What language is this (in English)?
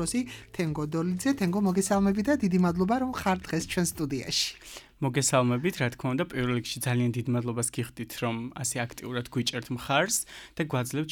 Georgian